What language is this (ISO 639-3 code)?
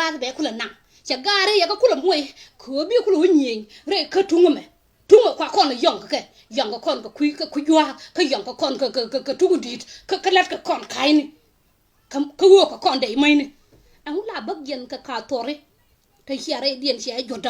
nus